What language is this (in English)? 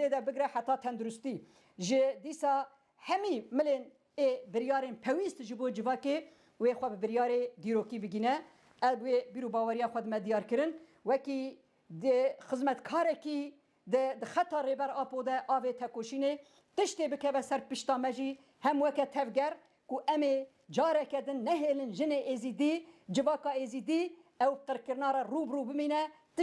Kurdish